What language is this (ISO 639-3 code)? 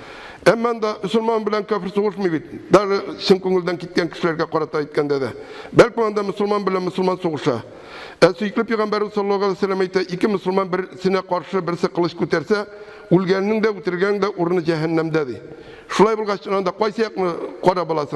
tat